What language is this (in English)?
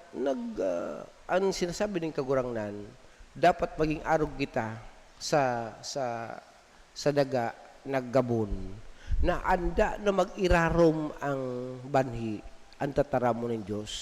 Bikol